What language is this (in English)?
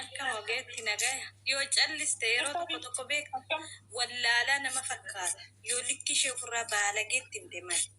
Oromo